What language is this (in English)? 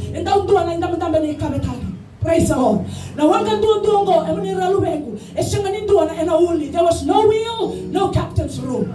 Fijian